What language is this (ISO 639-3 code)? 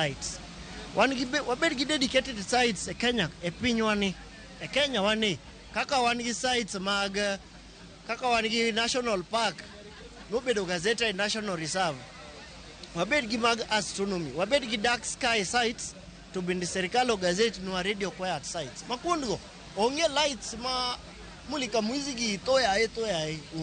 luo